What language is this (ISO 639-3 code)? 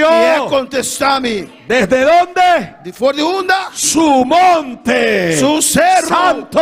pap